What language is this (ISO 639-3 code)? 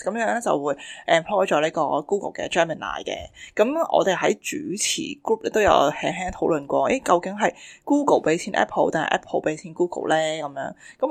yue